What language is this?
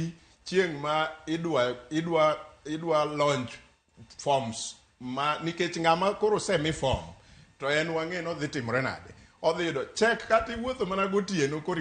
Luo (Kenya and Tanzania)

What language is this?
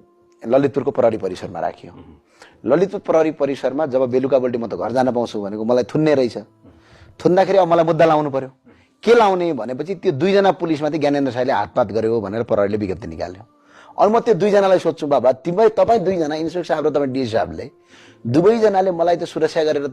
Nepali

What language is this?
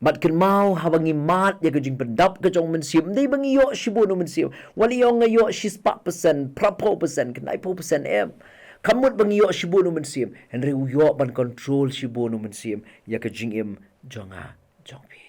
Khasi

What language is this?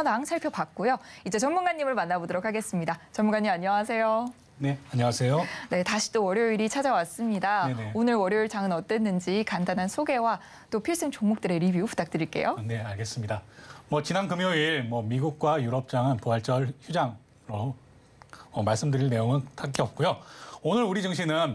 Korean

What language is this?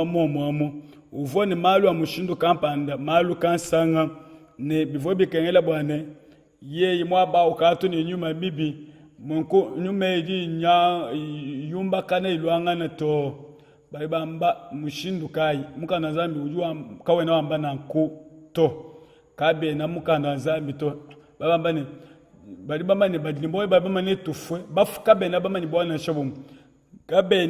Luba-Lulua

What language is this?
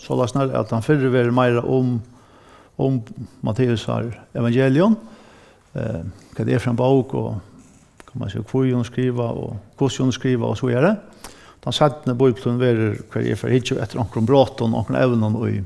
Faroese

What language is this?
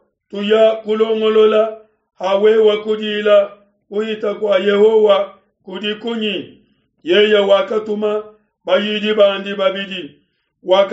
Luba-Lulua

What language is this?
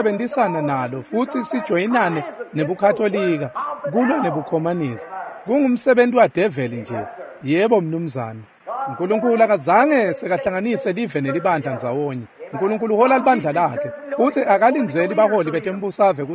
Swati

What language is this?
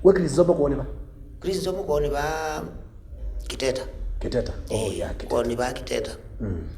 Kamba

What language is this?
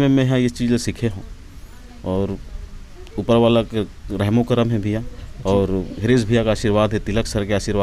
Chhattisgarhi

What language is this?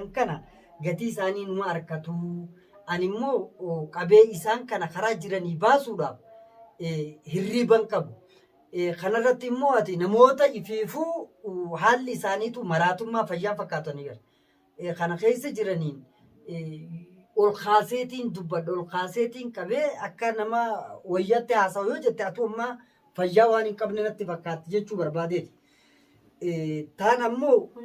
Oromo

